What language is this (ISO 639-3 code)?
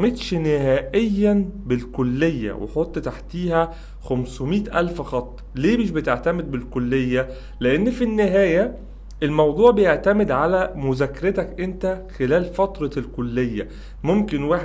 arz